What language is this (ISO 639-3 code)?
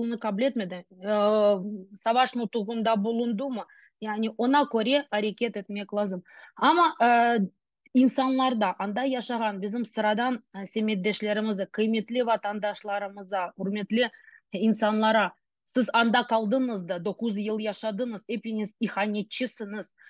crh